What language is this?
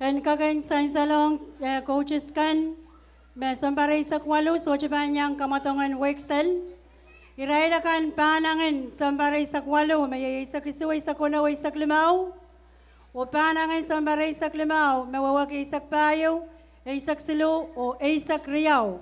Pohnpeian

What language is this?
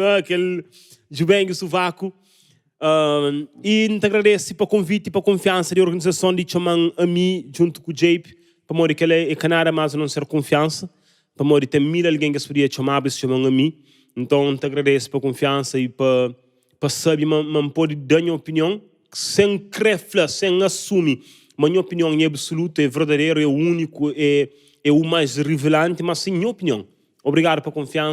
Kabuverdianu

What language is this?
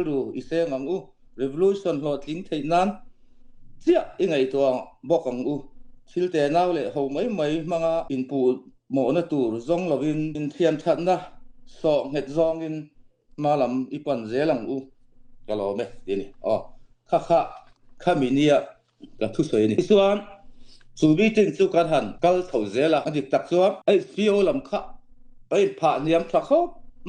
Falam Chin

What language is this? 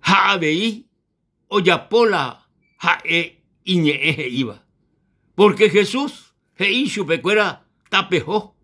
Guarani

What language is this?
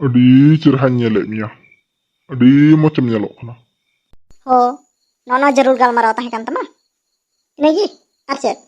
Santali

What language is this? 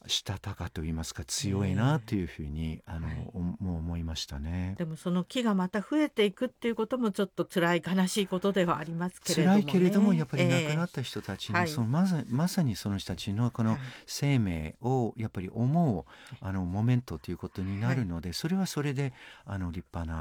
Japanese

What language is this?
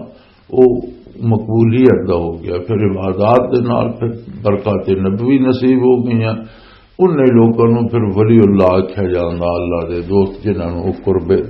Western Panjabi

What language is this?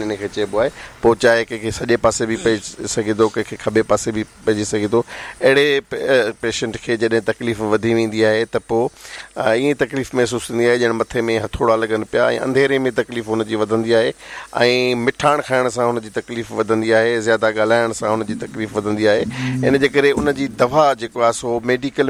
Sindhi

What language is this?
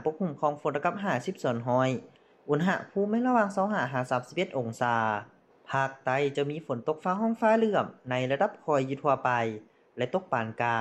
Lao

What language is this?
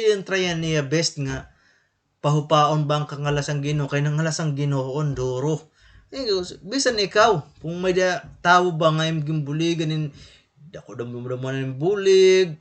Waray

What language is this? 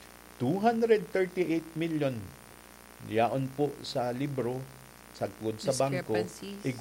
Bikol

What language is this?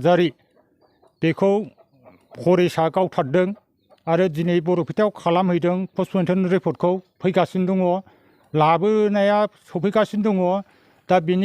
Bodo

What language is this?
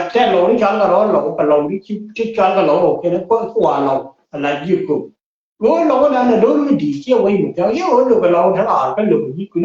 Nuer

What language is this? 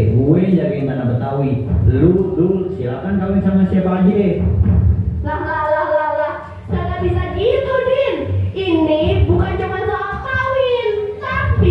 Betawi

